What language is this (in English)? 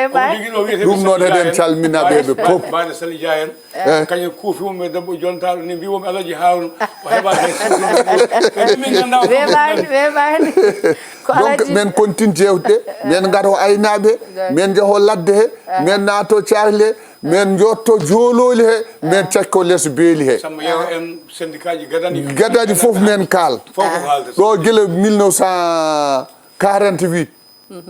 Fula